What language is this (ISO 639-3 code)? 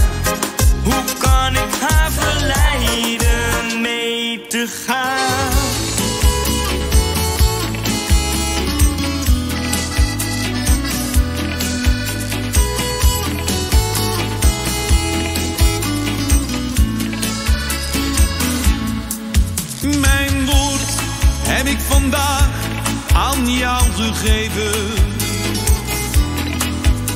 nld